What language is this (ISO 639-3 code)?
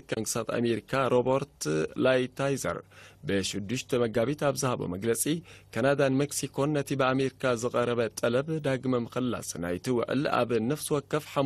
tir